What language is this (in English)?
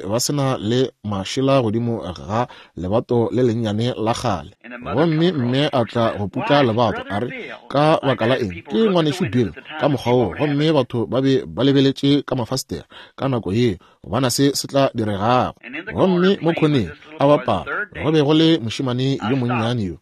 Northern Sotho